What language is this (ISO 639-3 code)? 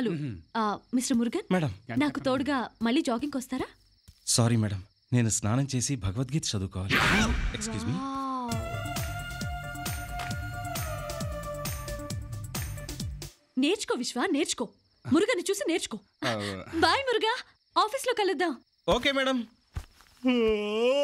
tel